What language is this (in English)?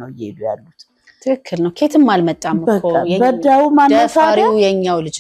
Amharic